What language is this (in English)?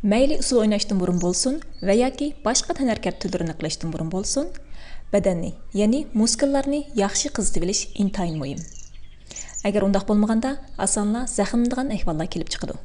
Uyghur